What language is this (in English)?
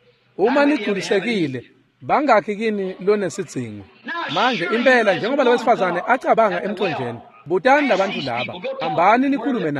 Swati